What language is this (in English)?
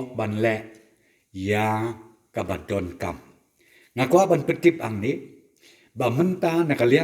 Khasi